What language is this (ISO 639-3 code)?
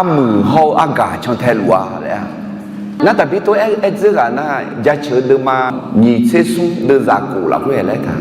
ahk